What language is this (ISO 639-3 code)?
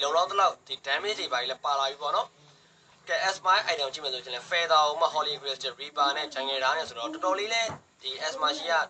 mya